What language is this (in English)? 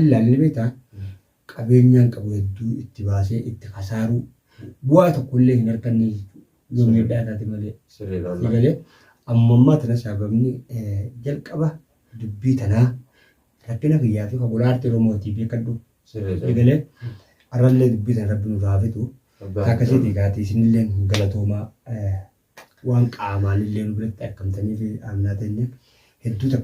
Oromo